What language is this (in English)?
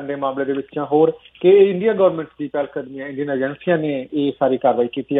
Punjabi